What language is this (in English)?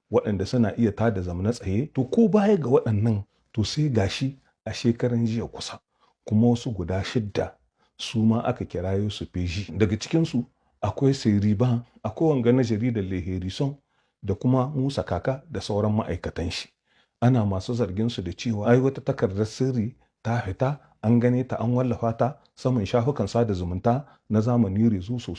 Hausa